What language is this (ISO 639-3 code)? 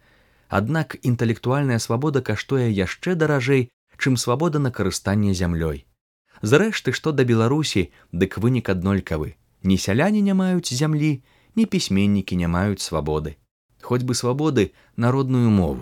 bel